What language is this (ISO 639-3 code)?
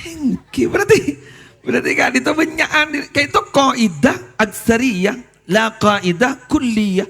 mad